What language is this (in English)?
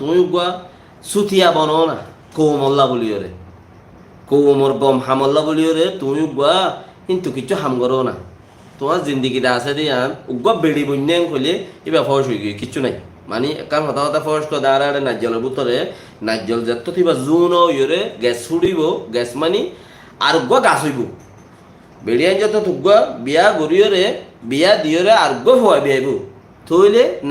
Rohingya